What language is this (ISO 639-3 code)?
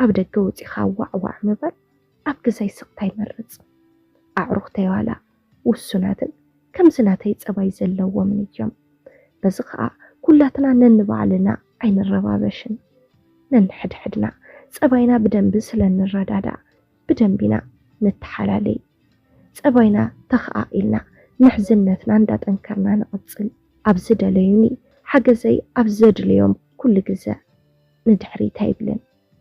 tir